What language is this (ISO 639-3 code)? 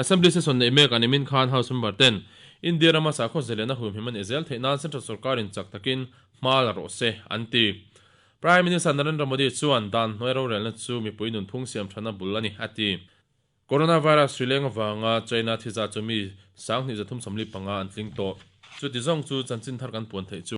lus